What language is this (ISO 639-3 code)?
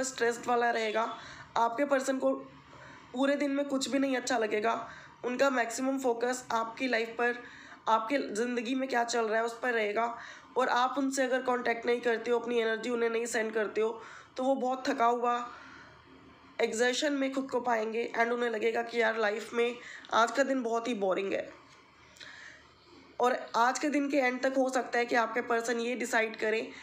hin